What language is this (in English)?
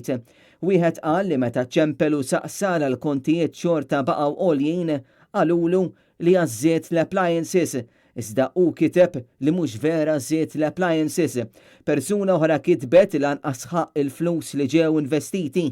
Maltese